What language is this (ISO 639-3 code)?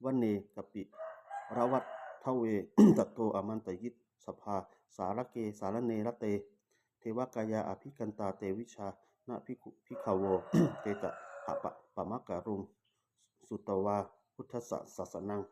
pli